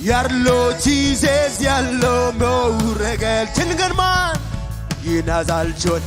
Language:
Marshallese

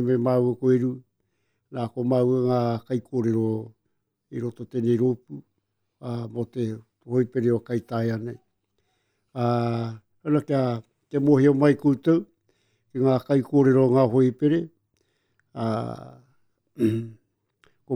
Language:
Māori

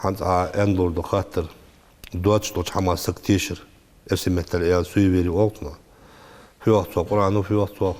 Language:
Ingush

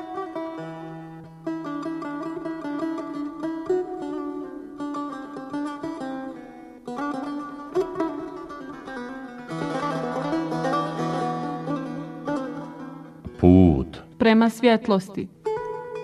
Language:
Bosnian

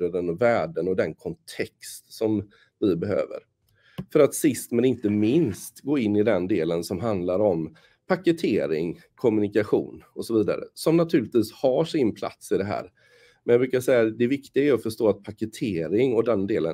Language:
Swedish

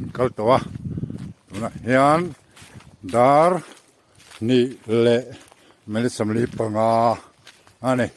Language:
Mizo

